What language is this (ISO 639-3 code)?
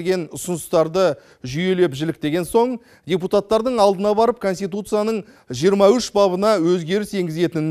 kaz